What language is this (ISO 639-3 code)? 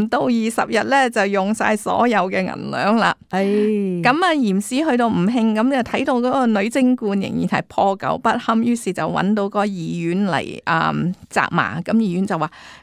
yue